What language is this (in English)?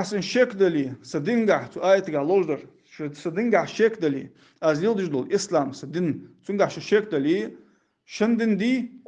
Ingush